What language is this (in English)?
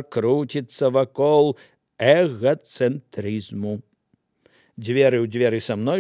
Belarusian